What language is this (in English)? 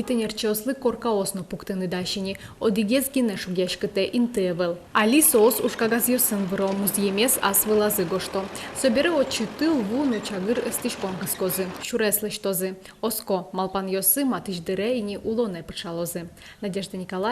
Udmurt